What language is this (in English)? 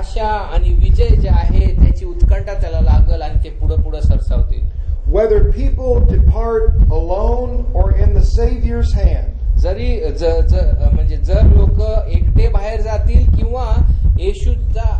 Marathi